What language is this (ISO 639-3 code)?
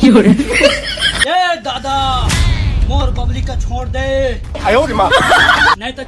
hne